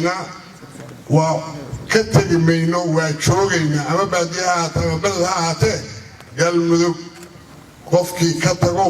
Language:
Somali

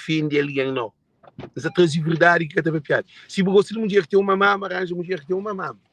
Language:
Kabuverdianu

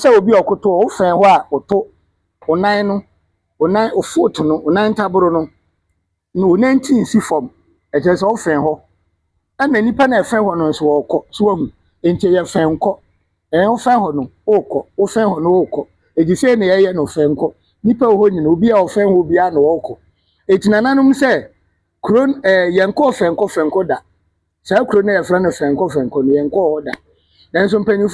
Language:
Akan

